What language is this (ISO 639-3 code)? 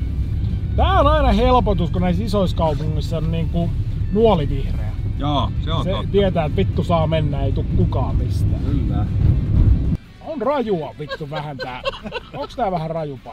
fin